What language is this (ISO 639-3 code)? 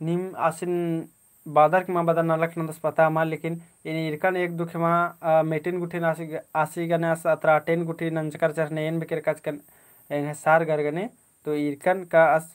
kru